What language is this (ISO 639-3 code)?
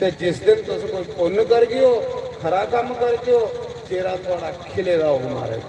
doi